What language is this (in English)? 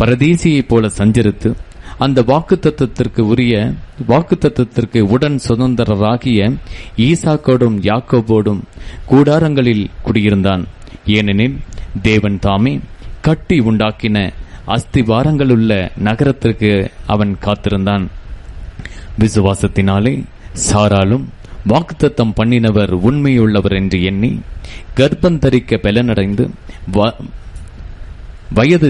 Tamil